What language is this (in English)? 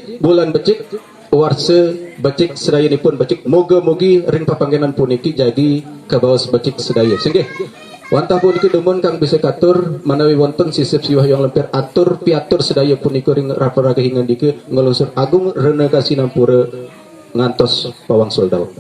Sasak